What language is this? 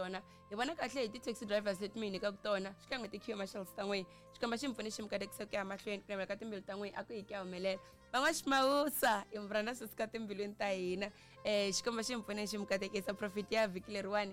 Tsonga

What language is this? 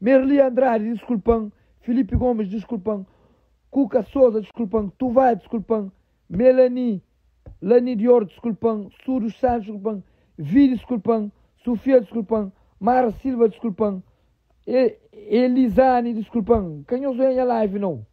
Kabuverdianu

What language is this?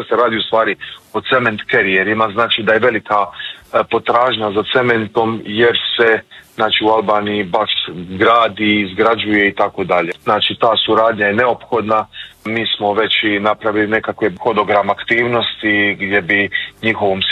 Croatian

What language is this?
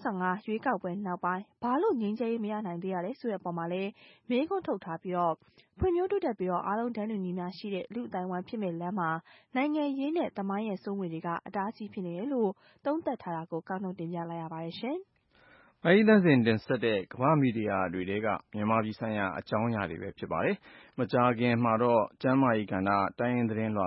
Burmese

